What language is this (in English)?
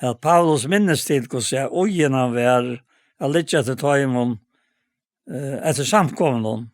Faroese